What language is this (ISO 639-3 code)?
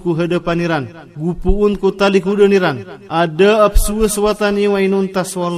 mrw